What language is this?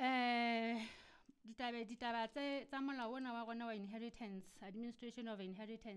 Southern Sotho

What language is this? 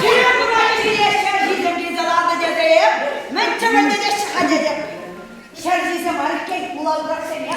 Chuvash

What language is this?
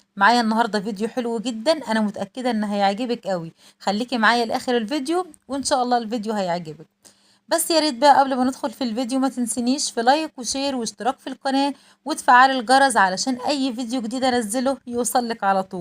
Egyptian Arabic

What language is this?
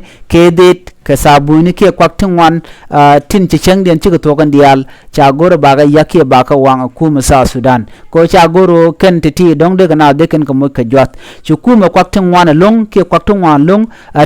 Nuer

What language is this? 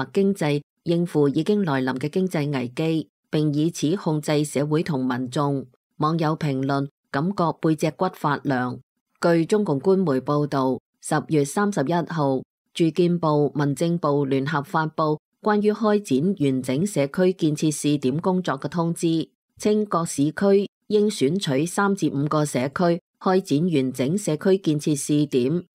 Cantonese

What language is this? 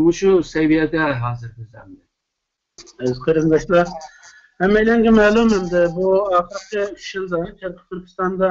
Uyghur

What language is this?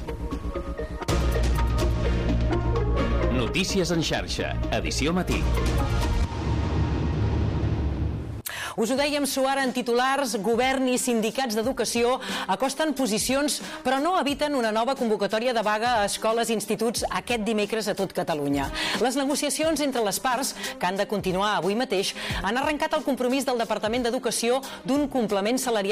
Catalan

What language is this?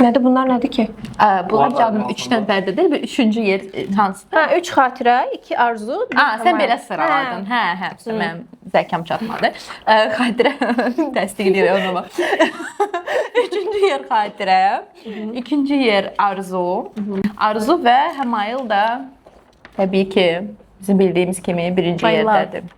Azerbaijani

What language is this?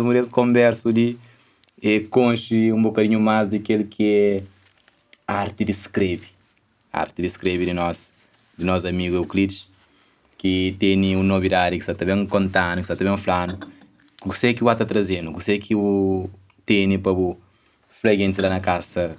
Kabuverdianu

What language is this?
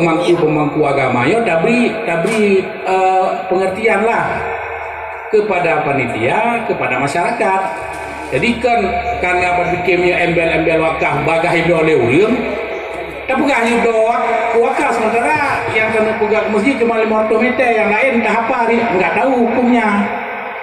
Achinese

